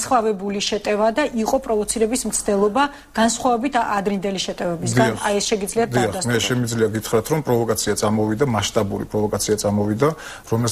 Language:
Georgian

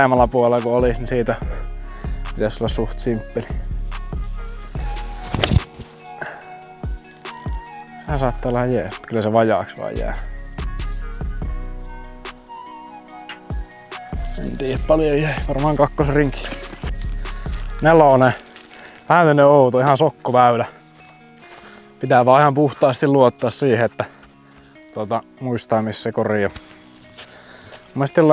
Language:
Finnish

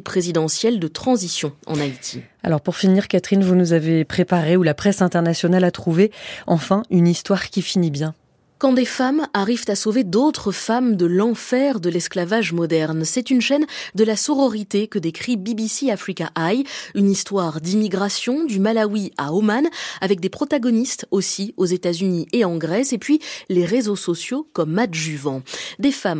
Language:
French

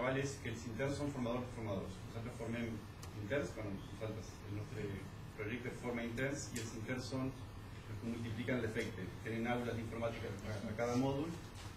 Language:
Catalan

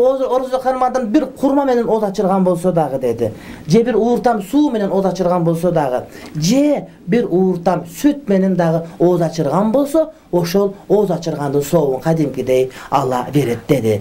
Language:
Kyrgyz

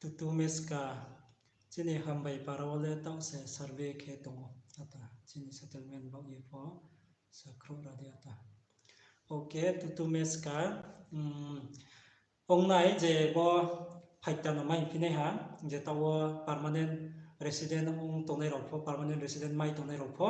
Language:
Riang (India)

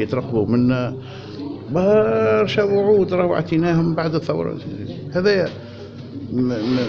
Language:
Tunisian Arabic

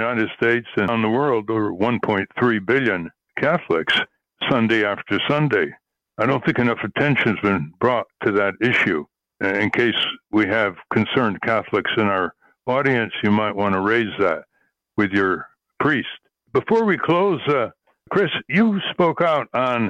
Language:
English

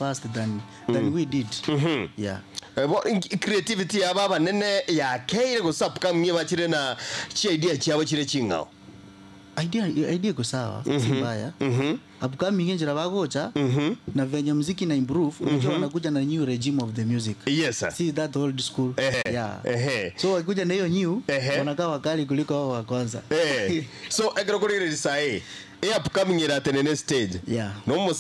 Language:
Gusii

